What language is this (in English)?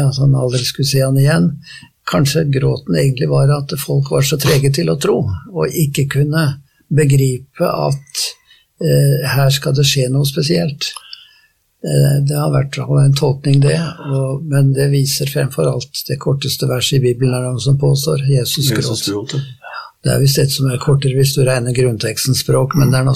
Norwegian